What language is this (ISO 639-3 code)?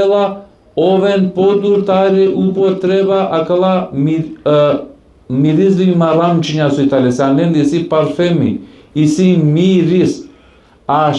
rmn